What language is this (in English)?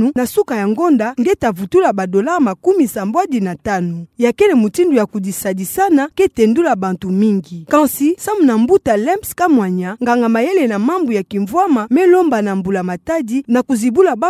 Kituba (Democratic Republic of Congo)